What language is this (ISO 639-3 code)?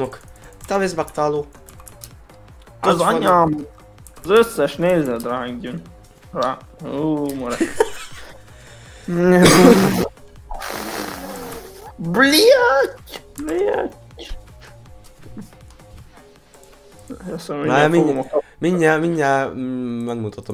hun